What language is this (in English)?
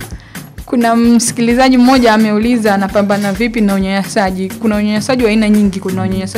Swahili